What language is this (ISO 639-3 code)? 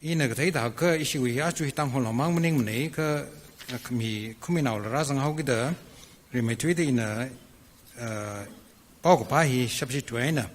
nmf